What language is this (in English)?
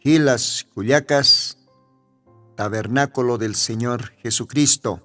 Aymara